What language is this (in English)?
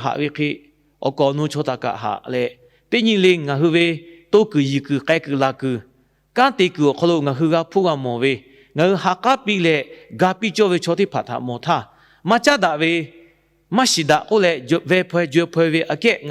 Lahu